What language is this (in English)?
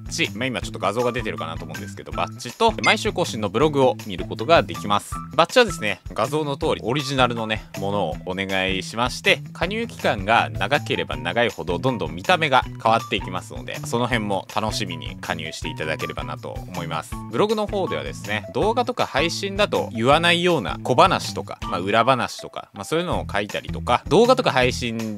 Japanese